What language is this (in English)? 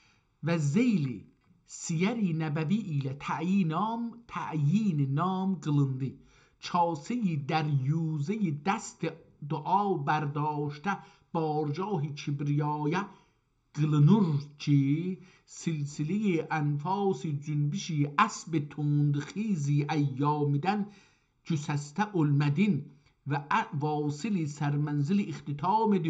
South Azerbaijani